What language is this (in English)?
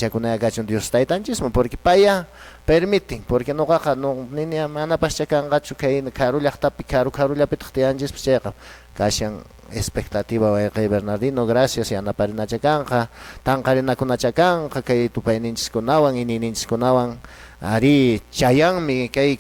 Quechua